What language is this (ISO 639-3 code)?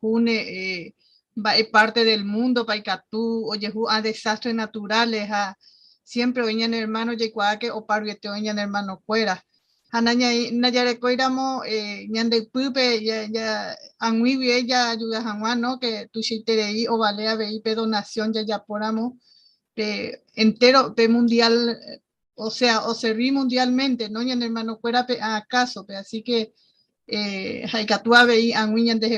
grn